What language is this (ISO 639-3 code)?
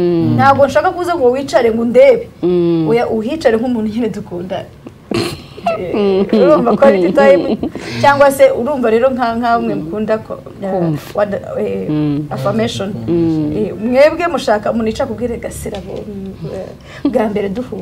kin